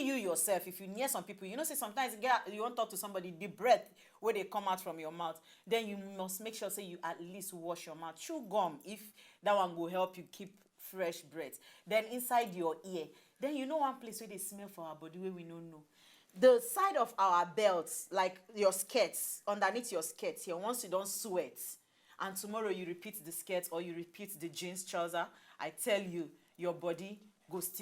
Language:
Nigerian Pidgin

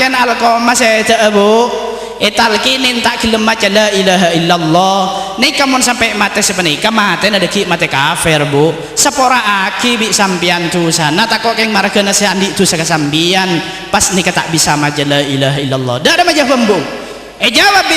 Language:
Madurese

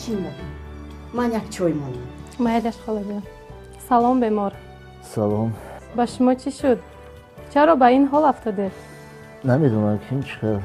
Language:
Tajik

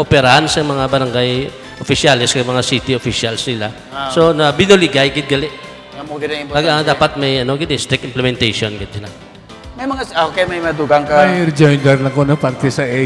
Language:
Hiligaynon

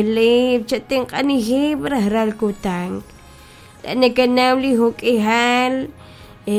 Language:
Kekchí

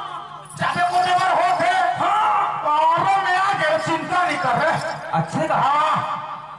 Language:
Chhattisgarhi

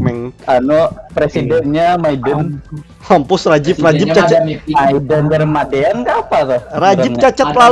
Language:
Banjar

